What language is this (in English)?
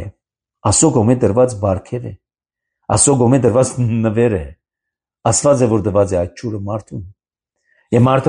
Armenian